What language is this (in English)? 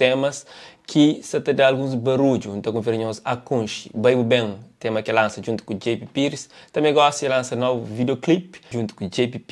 Kabuverdianu